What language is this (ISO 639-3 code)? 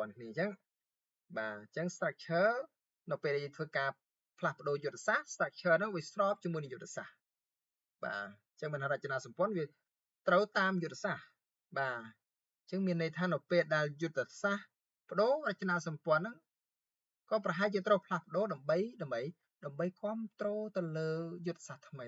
khm